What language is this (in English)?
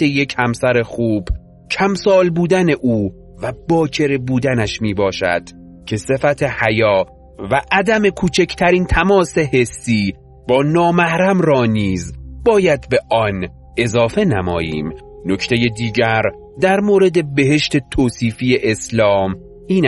Persian